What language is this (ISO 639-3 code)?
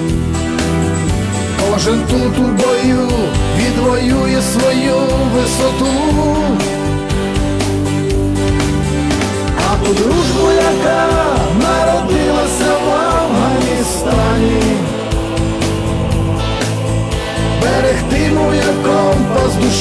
ukr